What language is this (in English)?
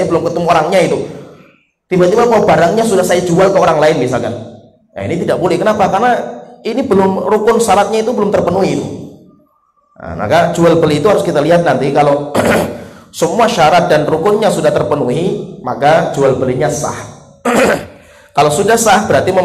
Indonesian